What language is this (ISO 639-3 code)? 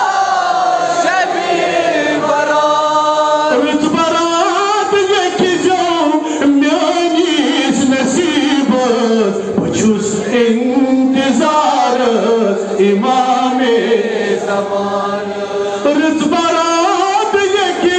kas